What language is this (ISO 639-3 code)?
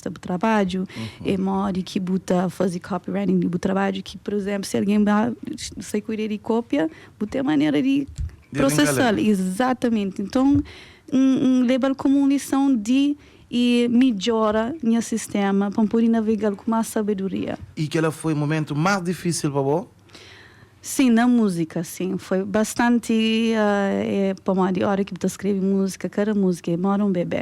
kea